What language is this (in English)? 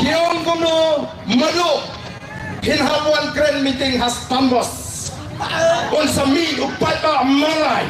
Khasi